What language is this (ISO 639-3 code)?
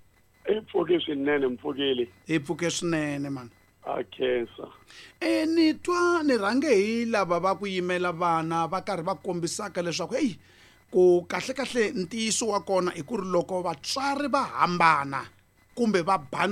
tso